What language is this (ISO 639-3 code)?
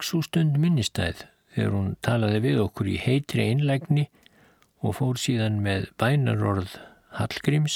isl